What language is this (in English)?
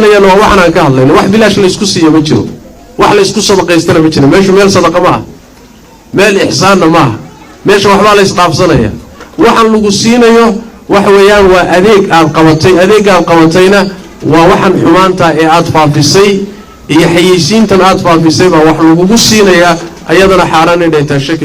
Somali